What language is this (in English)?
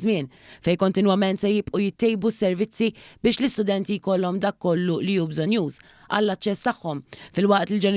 Maltese